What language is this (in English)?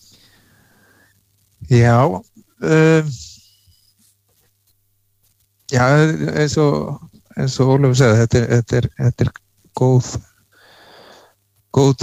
Icelandic